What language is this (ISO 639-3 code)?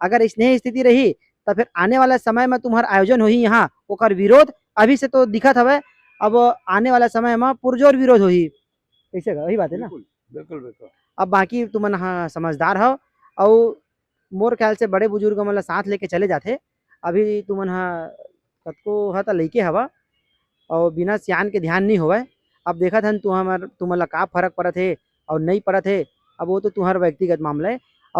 hne